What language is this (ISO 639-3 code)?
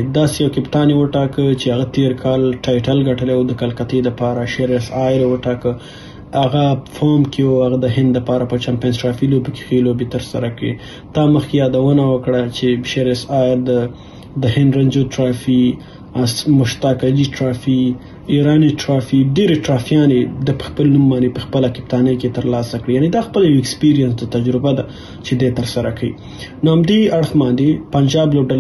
pus